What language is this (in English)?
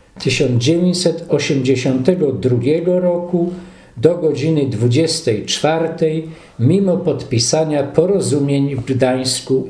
Polish